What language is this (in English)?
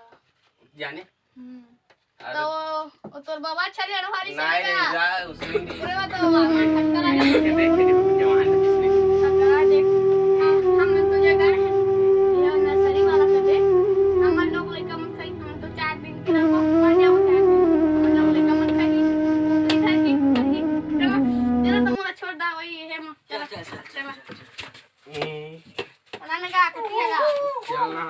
Chhattisgarhi